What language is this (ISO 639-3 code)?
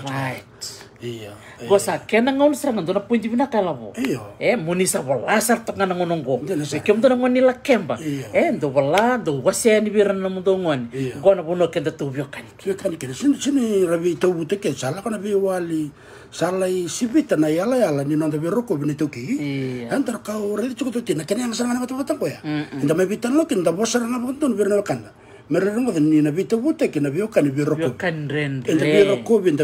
fij